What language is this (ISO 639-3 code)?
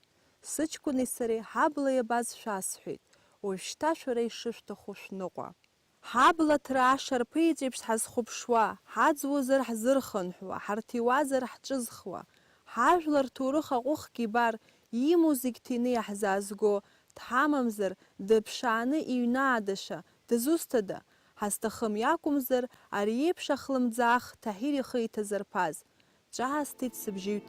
abk